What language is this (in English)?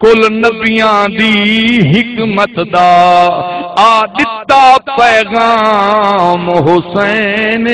Saraiki